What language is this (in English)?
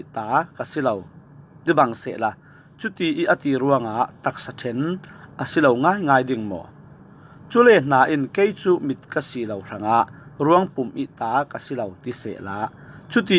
Falam Chin